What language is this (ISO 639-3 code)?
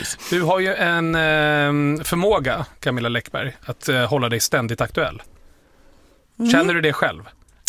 swe